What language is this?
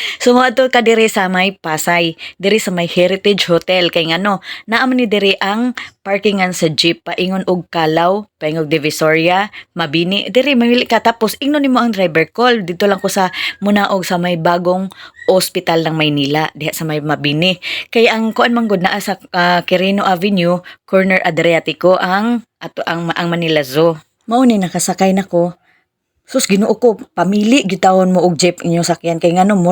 Cebuano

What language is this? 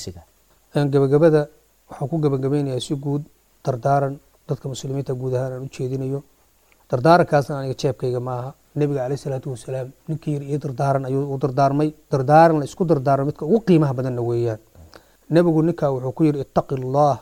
Somali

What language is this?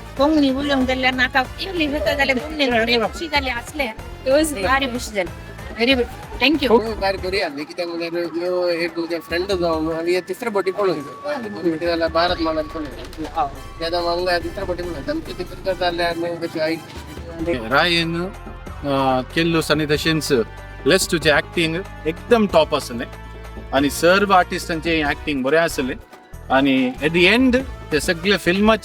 Konkani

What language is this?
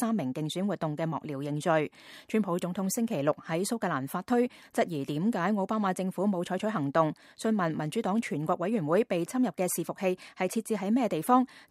Cantonese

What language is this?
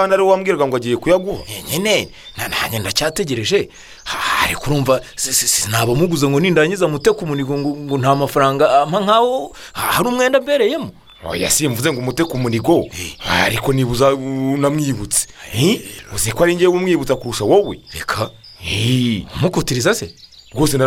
Kinyarwanda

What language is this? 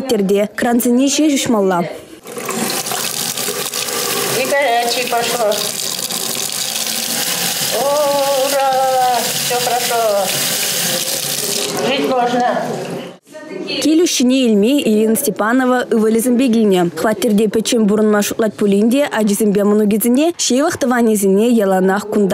Chuvash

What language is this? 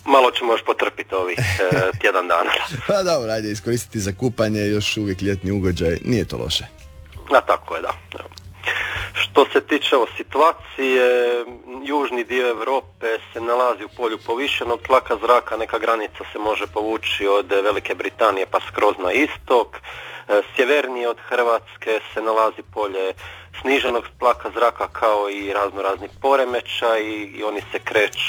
Croatian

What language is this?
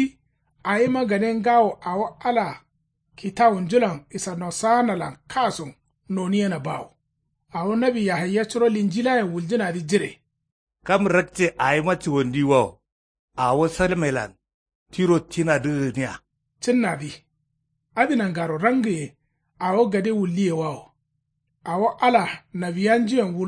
Kanuri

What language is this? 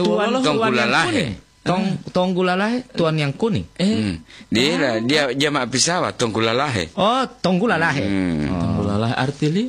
Gorontalo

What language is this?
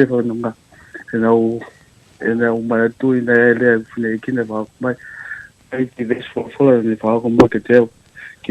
Tongan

